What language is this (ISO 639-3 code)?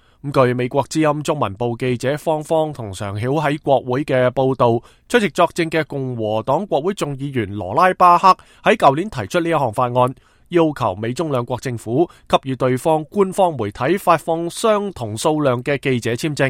yue